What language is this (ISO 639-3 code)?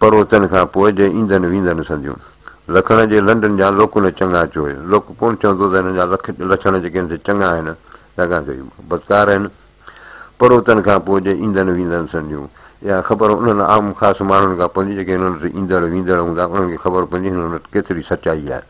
snd